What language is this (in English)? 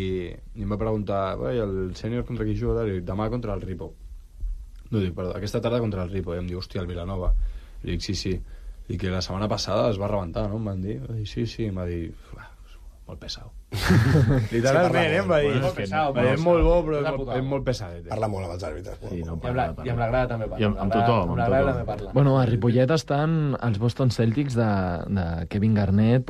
Catalan